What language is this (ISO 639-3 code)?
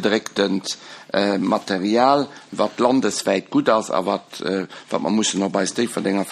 ltz